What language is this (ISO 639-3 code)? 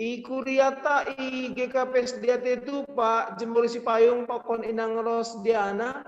bts